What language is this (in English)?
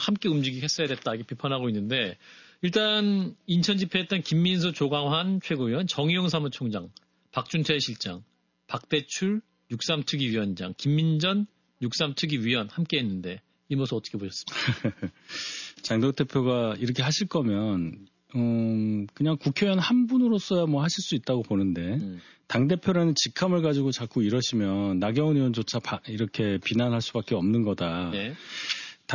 Korean